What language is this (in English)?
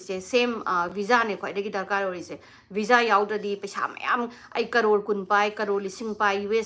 Manipuri